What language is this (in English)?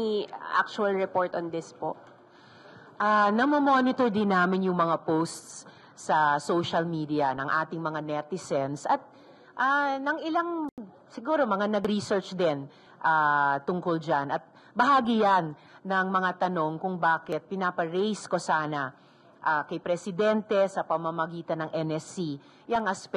Filipino